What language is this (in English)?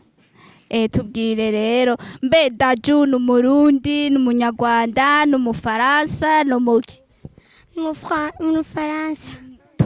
Rundi